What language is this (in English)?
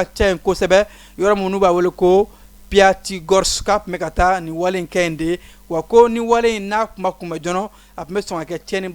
Bambara